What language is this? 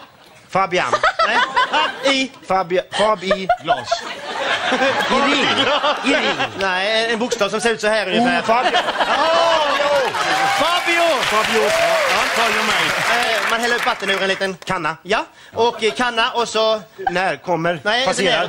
Swedish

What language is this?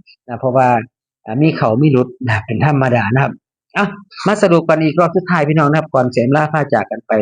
Northeastern Thai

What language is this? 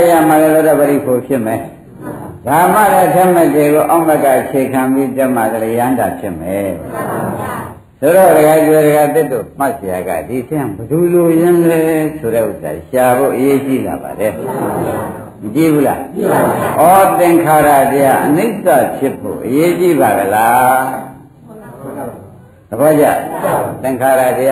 Burmese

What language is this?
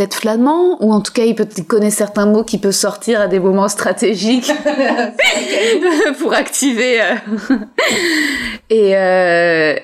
French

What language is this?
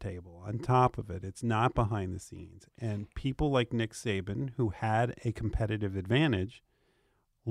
English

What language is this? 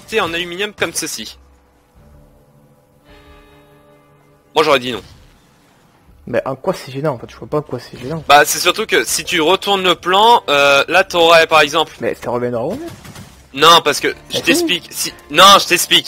French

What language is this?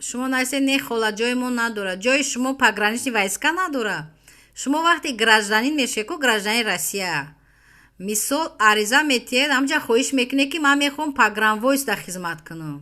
Tajik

